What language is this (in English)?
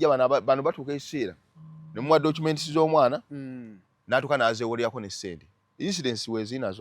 Ganda